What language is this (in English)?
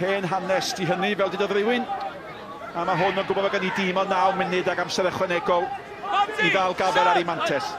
Welsh